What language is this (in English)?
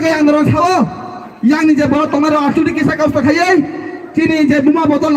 Kok Borok